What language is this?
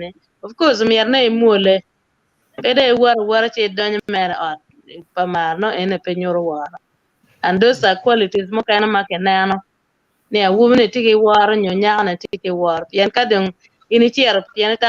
Acoli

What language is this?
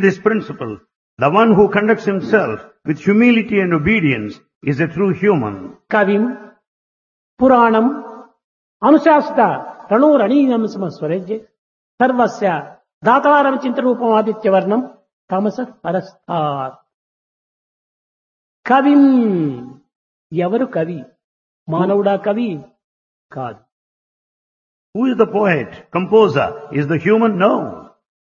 Telugu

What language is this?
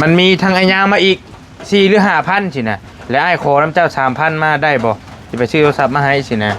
Northeastern Thai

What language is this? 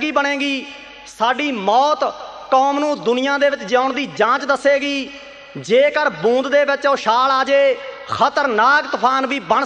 Punjabi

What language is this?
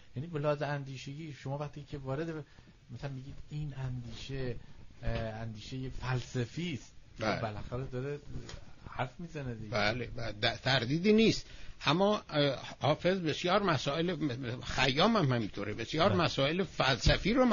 Persian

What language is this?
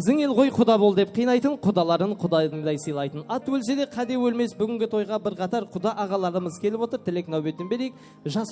Kara-Kalpak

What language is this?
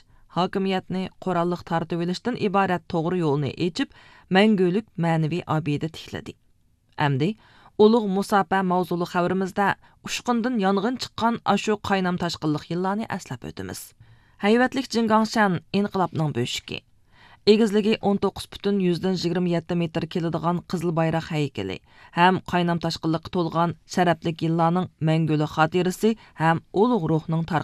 Uyghur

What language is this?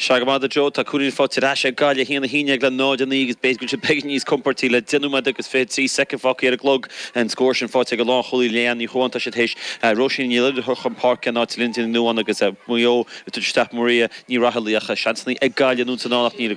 Irish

